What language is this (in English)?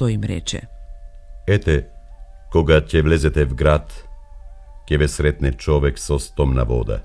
Macedonian